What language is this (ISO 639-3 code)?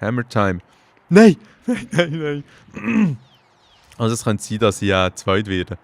gsw